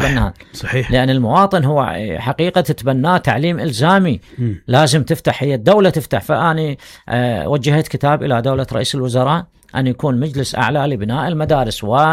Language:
Mesopotamian Arabic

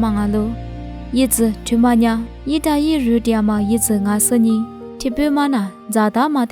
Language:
Lisu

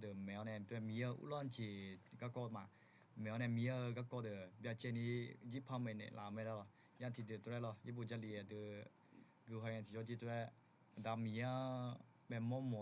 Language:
Akha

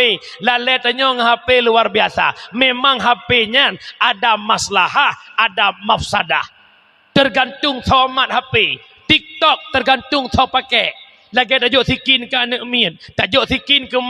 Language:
Achinese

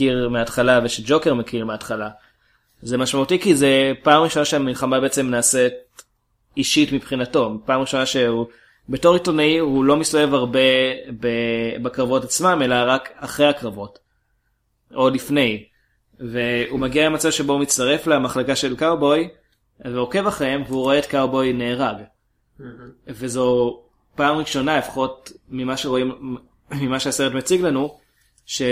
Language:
Hebrew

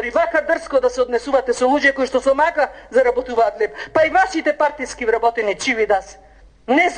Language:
Macedonian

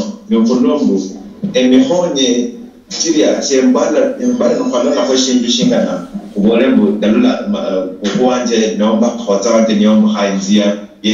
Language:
Luyia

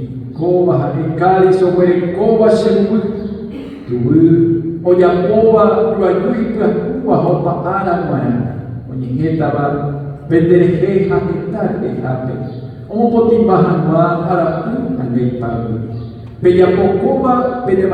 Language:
Guarani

